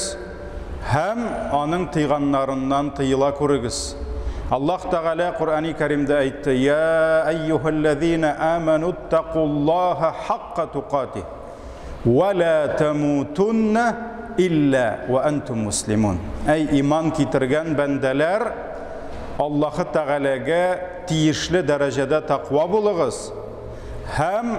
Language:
Tatar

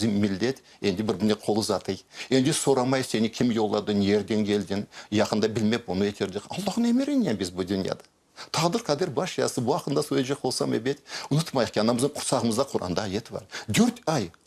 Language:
Crimean Tatar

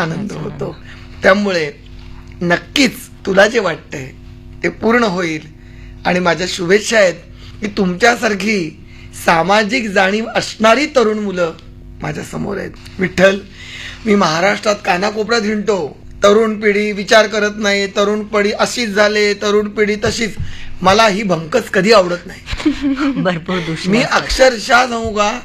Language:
Marathi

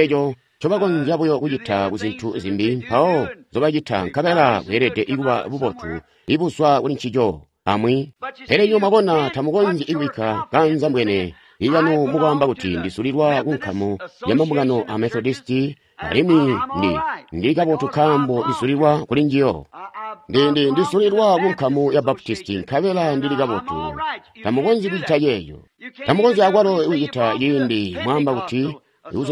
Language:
Tonga (Zambia)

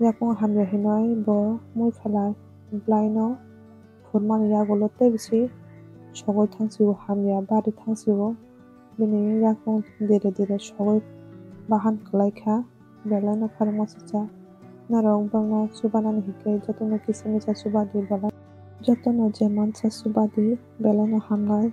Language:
Kok Borok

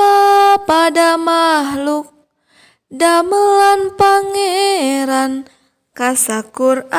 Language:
Sundanese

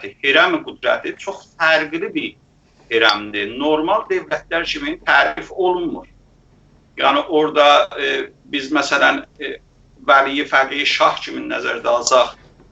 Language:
South Azerbaijani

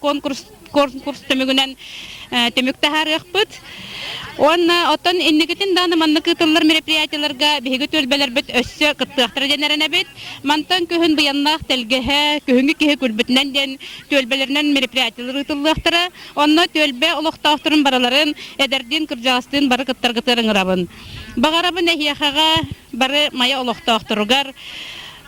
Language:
Yakut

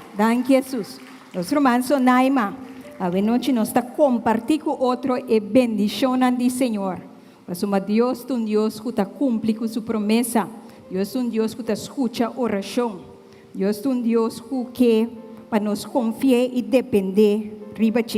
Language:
Papiamento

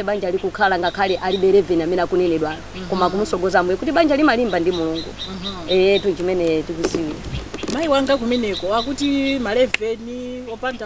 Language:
Nyanja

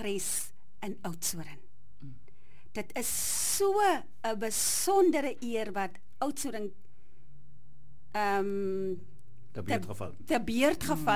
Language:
Afrikaans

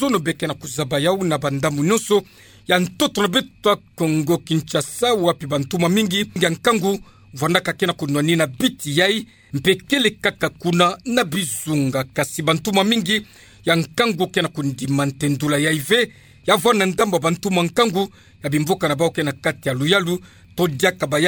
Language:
Kituba (Democratic Republic of Congo)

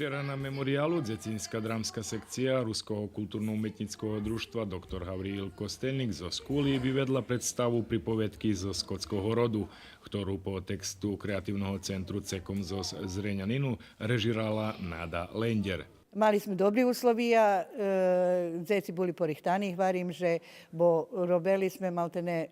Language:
Rusyn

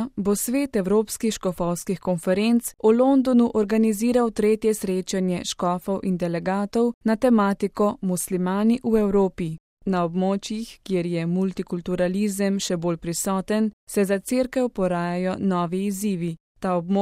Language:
Slovenian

